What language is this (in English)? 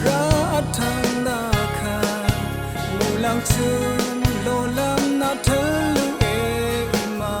Rawang